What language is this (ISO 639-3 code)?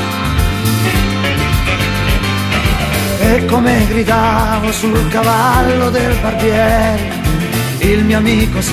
ita